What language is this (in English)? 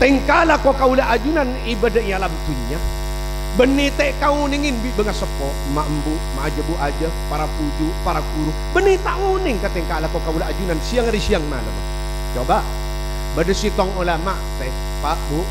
Madurese